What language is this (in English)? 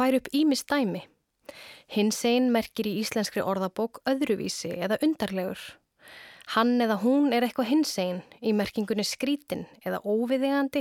Icelandic